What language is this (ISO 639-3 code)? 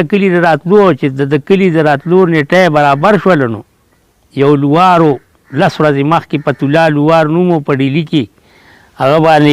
pus